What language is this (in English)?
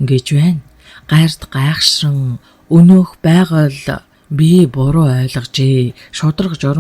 Mongolian